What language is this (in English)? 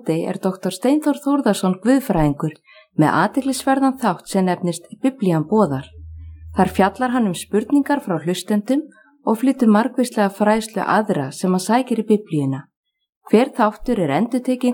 Icelandic